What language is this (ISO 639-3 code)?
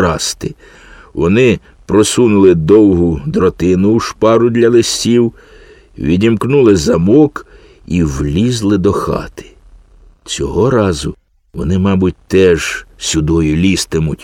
ukr